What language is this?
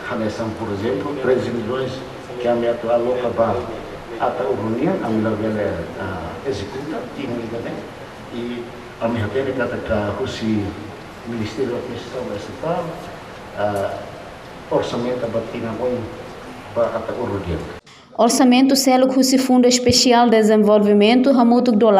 Tetum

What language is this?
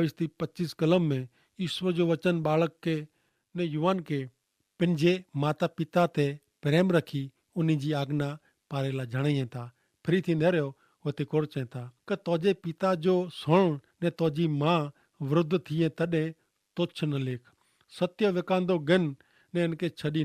Kachhi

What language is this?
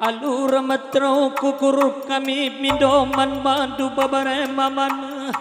Batak Karo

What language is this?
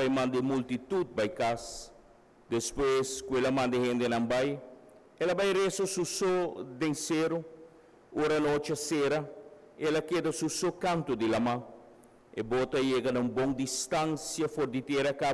Papiamento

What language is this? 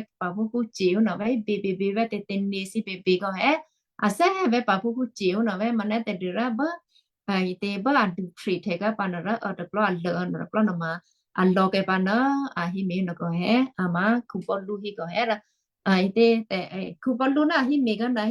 Western Kayah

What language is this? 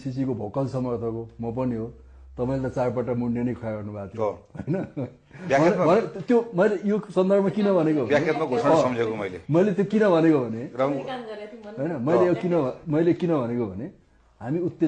Nepali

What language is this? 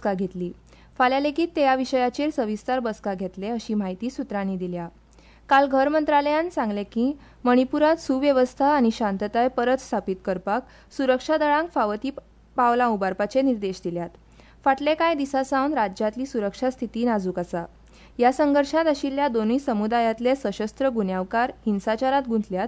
Konkani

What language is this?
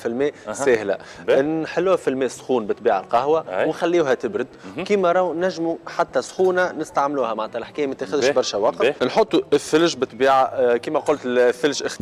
Tunisian Arabic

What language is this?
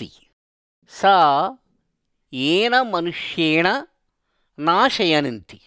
Sanskrit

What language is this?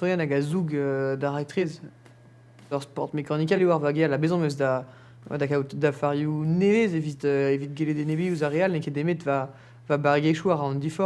Breton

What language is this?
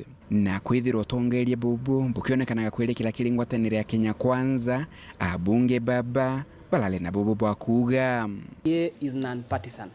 Meru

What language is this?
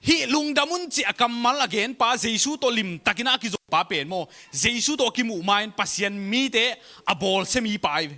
Tedim Chin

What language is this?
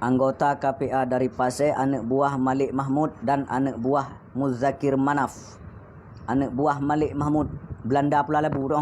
Achinese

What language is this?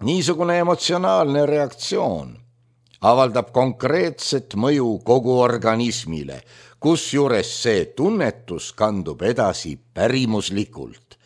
Estonian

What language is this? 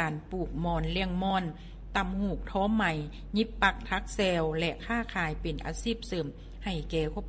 Lao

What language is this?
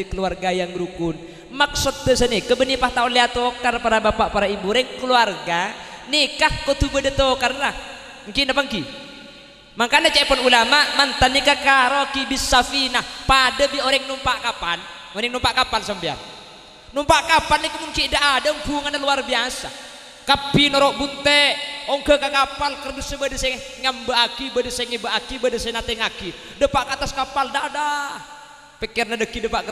Madurese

